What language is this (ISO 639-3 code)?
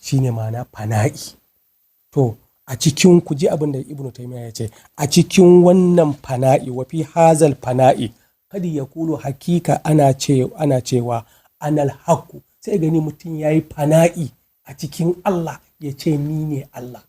hau